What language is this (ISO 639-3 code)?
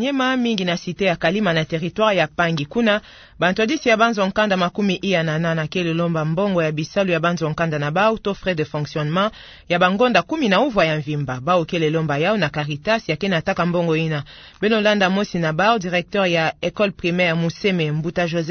ktu